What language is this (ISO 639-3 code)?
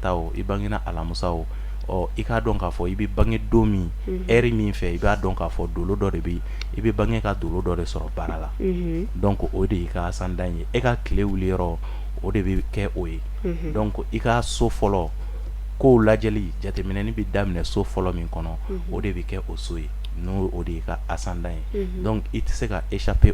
bam